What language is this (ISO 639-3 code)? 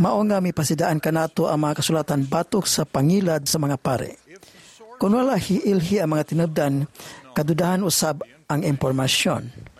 ceb